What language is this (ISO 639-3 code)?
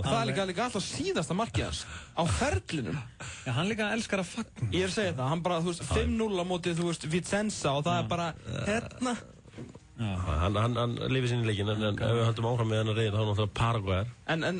isl